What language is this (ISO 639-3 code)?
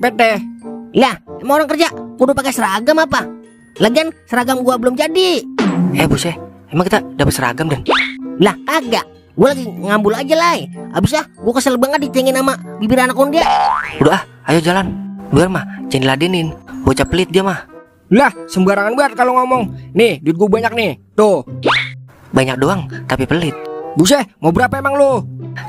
bew